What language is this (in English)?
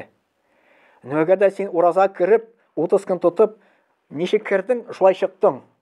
Tatar